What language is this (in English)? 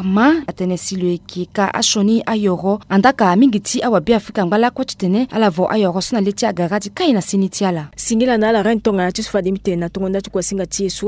Sango